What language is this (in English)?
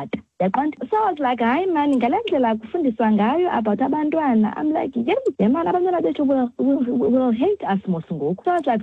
Xhosa